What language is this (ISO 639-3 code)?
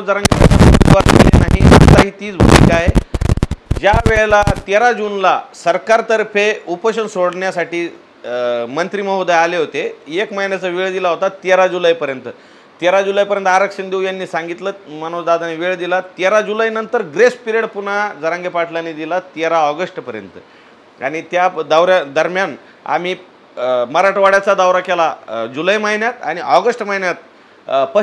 mar